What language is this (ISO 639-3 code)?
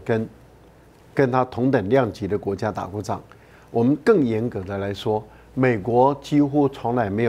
zho